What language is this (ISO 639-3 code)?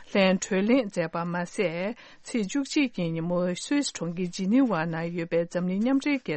bod